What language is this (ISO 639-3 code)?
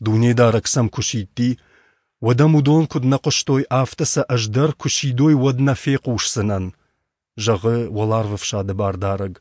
oss